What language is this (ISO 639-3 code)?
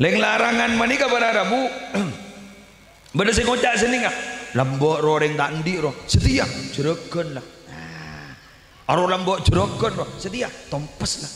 mad